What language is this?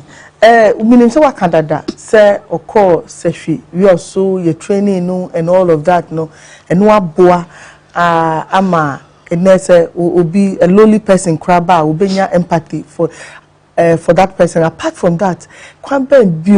Akan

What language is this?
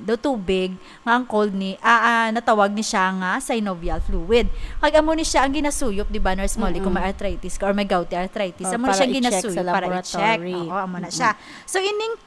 Hiligaynon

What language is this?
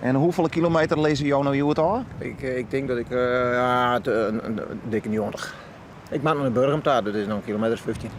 Western Frisian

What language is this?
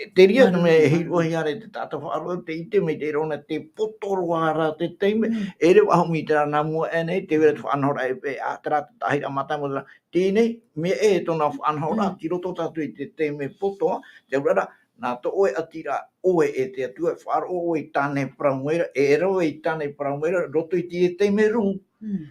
Tahitian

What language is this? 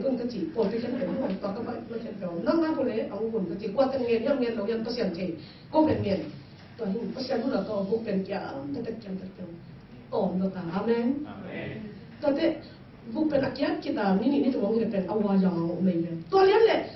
Tedim Chin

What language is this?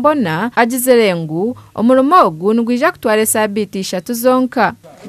Nyankole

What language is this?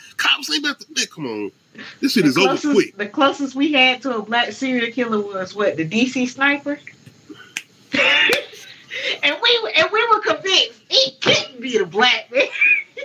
English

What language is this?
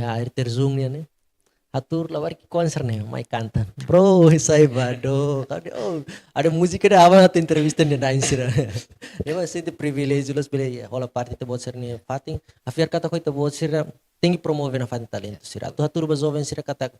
Tetum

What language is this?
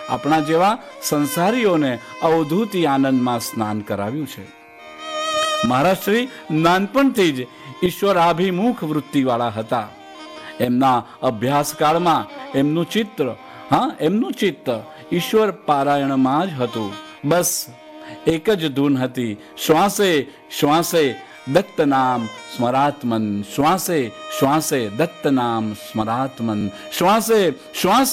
Gujarati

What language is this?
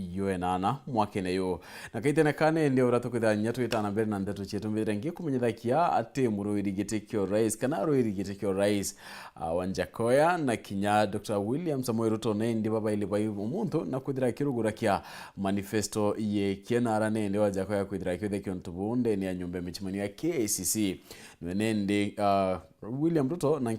Meru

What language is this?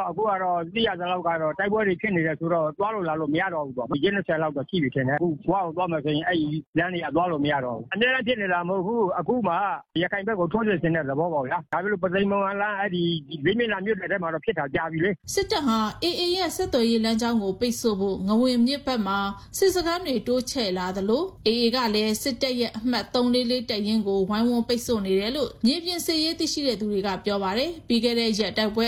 Burmese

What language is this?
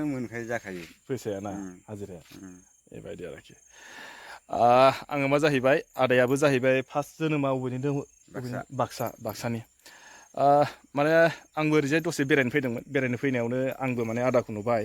Bodo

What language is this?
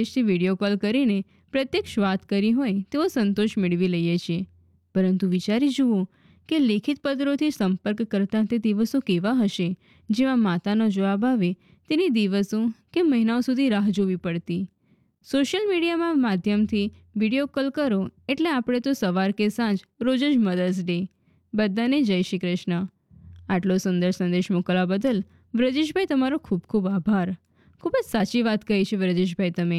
Gujarati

